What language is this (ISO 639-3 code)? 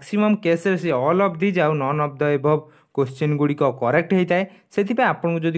ori